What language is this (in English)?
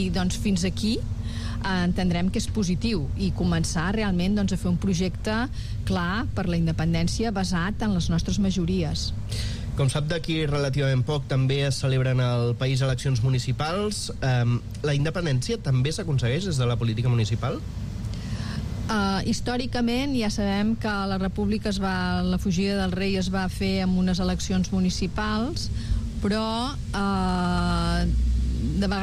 Catalan